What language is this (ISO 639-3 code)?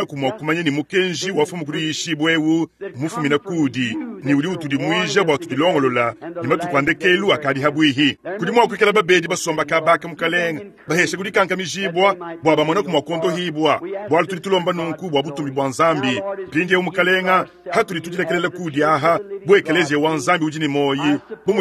lua